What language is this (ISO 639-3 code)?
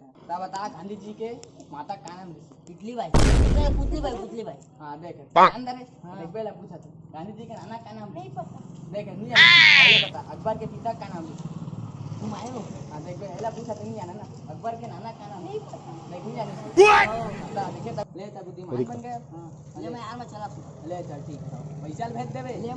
hne